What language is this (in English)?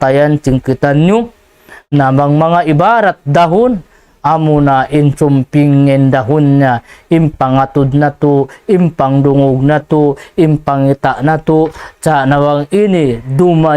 Tausug